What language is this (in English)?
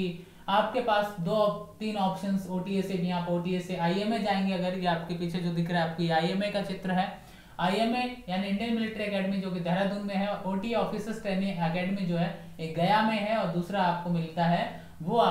Hindi